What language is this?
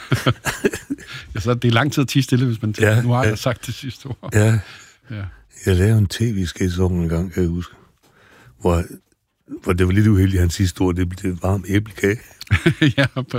Danish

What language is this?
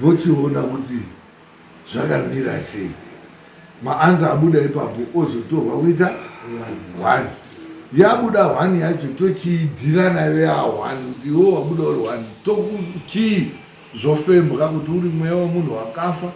Shona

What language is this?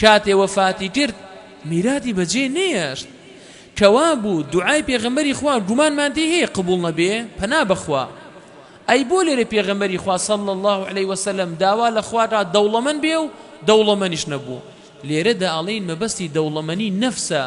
Central Kurdish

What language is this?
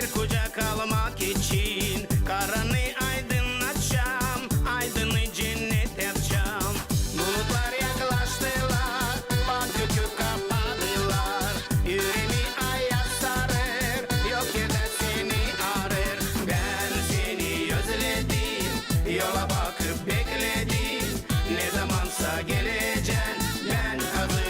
Gagauz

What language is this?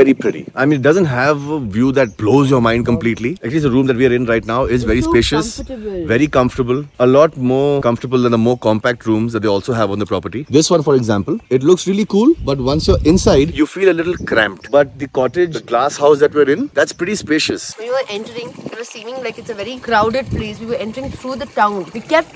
English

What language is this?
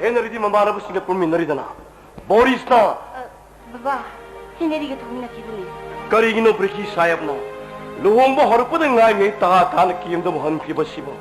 Manipuri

